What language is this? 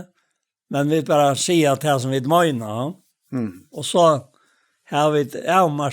Faroese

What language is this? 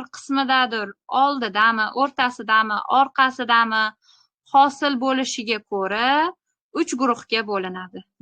Uzbek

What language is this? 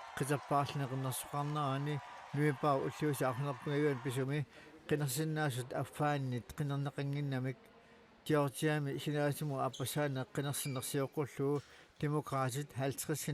Kalaallisut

